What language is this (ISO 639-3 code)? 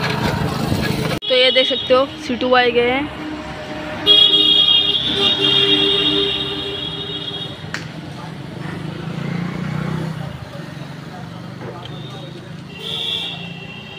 hin